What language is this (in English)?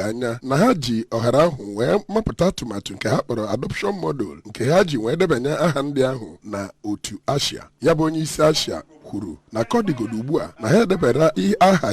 Igbo